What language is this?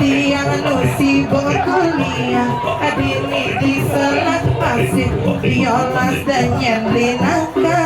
Balinese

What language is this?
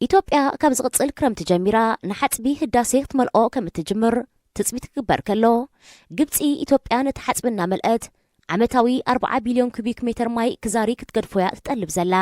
Tigrinya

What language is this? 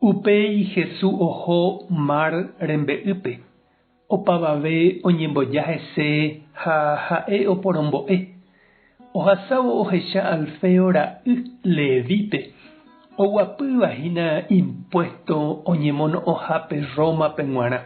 Guarani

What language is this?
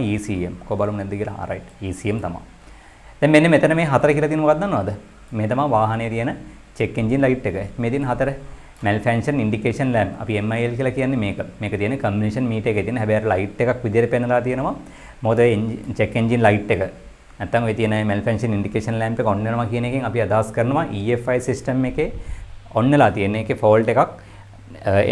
Sinhala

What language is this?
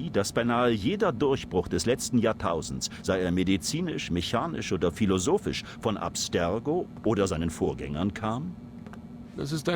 Bavarian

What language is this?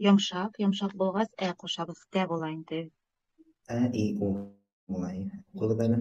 Bashkir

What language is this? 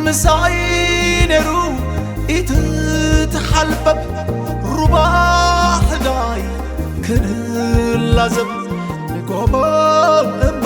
Tigrinya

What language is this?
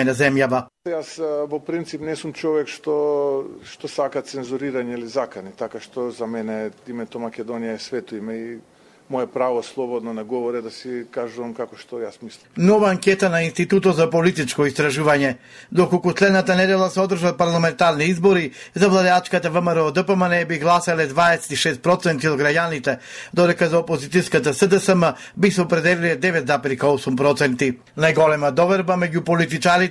Macedonian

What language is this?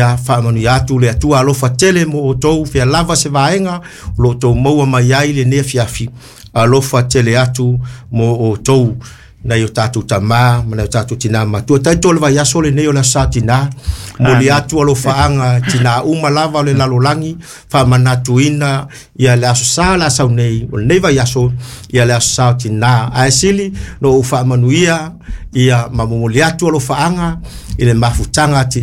Samoan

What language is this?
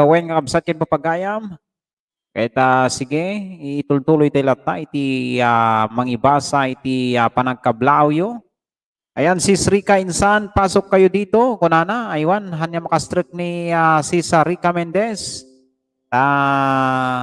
Iloko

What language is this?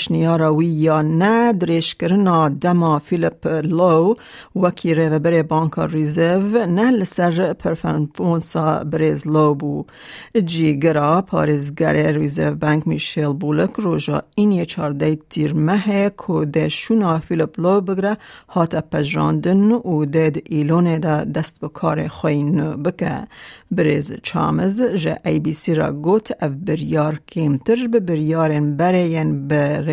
Kurdish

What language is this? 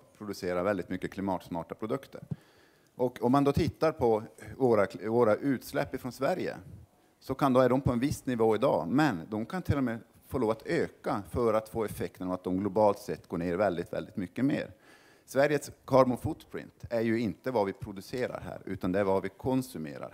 Swedish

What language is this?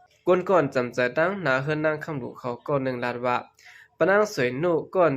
Shan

